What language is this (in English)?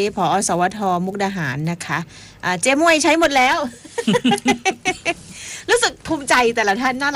Thai